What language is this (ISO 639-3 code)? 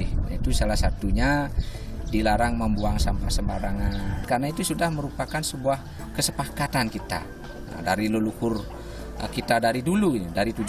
ind